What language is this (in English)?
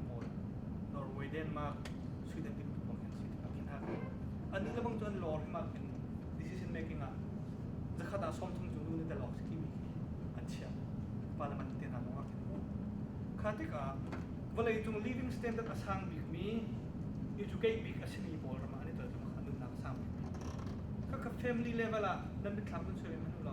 Hakha Chin